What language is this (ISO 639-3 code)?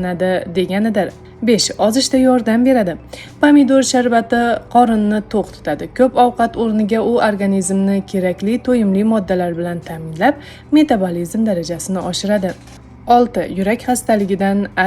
uzb